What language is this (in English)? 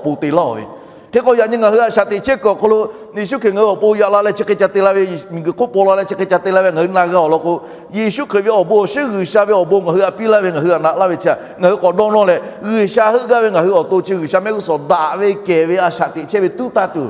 Lahu